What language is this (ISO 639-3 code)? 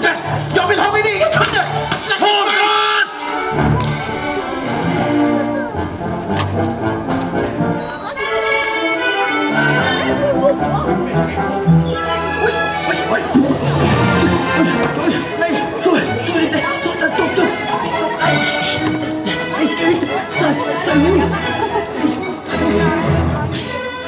swe